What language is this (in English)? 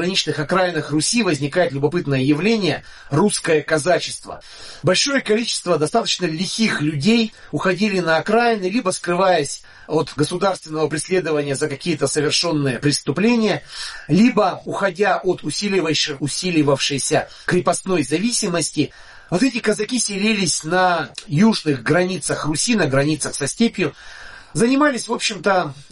Russian